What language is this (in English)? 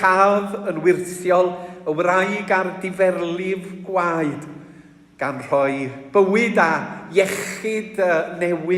Welsh